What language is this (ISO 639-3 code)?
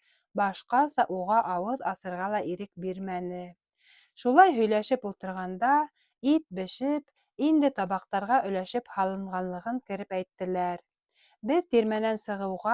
bak